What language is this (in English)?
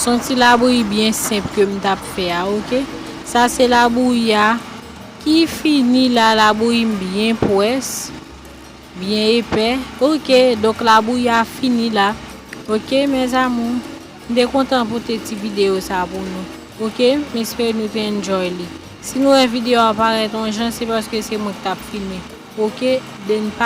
Haitian Creole